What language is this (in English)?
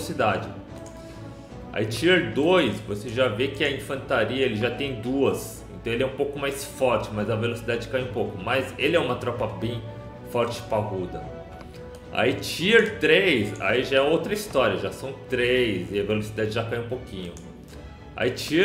Portuguese